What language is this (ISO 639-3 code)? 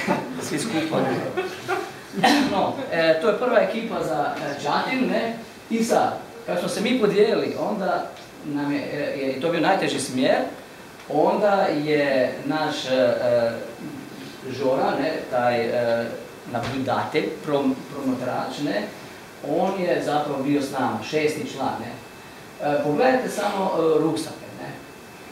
hrv